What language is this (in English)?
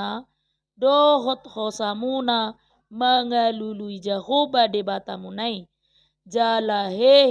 Batak Toba